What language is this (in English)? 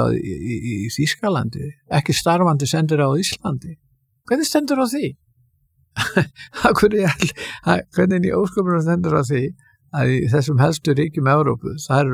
Icelandic